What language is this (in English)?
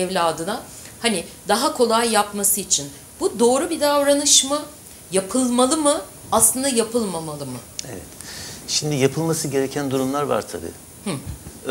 Turkish